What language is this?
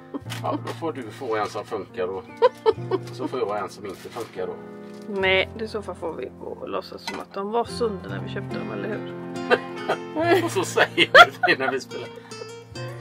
Swedish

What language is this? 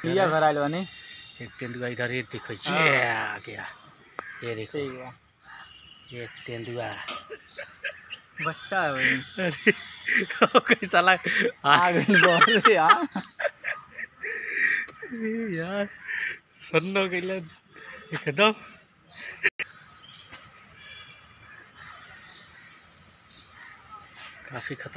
Bhojpuri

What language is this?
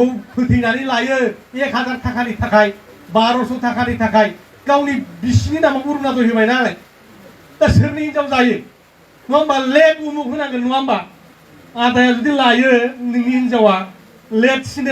Bodo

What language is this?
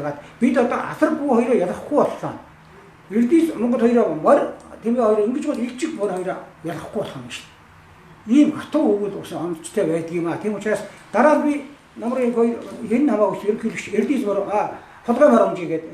Mongolian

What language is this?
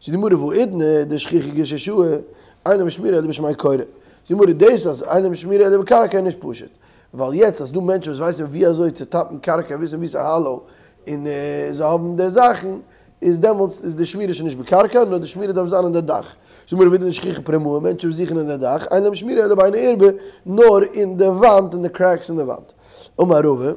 Yiddish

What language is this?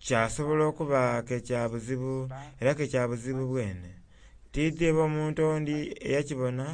Soga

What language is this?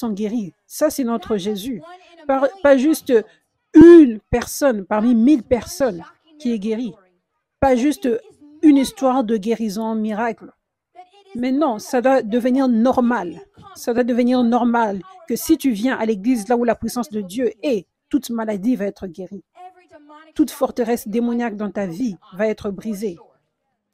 French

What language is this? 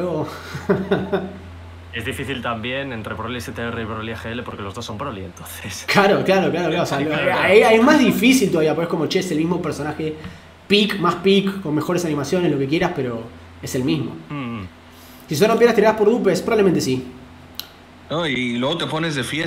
Spanish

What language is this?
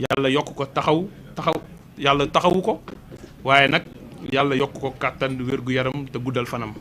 Wolof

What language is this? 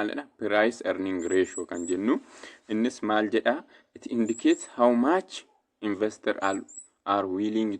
Oromo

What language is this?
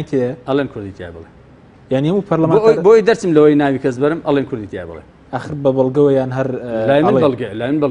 Central Kurdish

